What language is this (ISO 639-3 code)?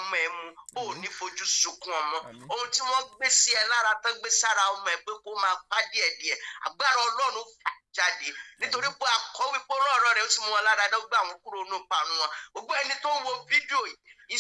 yor